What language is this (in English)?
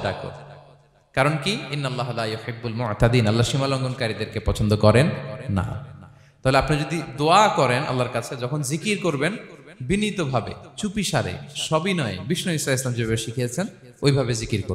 Bangla